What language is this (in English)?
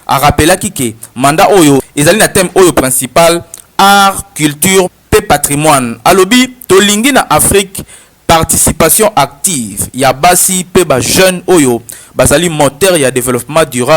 Lingala